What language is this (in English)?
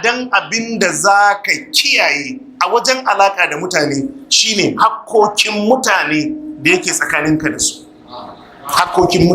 Hausa